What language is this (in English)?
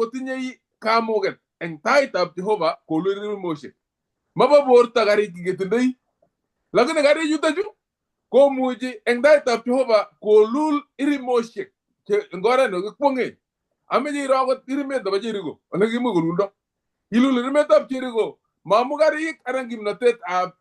Kalenjin